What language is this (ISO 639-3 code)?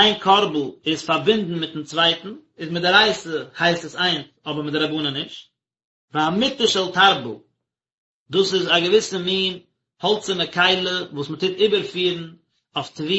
yid